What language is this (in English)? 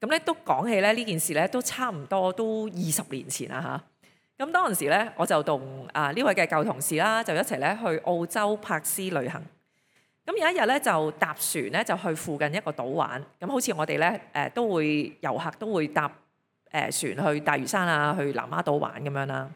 Cantonese